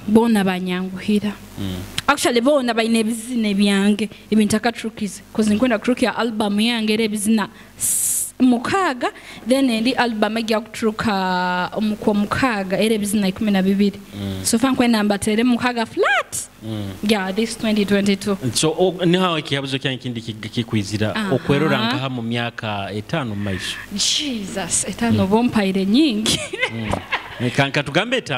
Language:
Nyoro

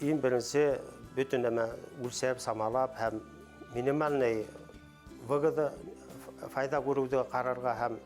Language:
Bashkir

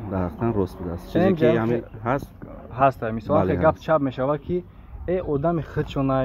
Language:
Tajik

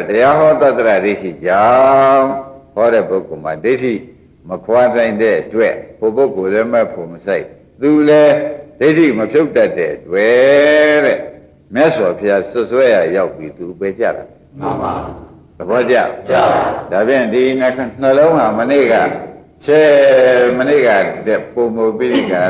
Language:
Burmese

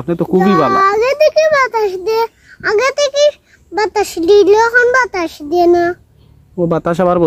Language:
Sylheti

